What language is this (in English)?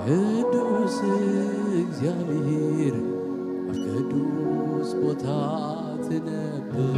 Tigrinya